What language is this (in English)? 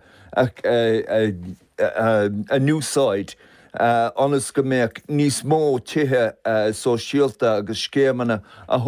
Irish